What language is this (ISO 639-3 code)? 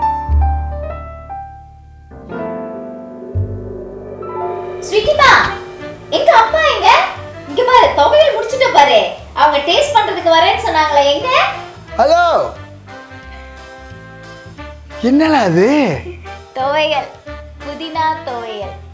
tam